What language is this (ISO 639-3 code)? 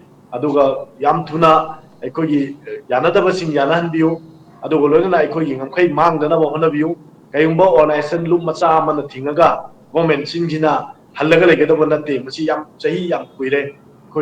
mni